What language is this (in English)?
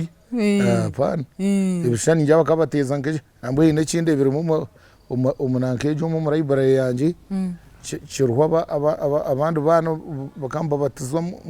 Nyankole